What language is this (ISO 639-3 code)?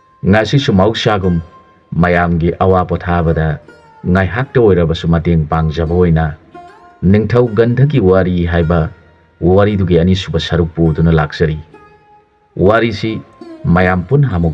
mni